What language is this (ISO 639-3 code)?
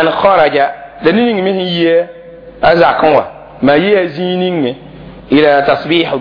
mos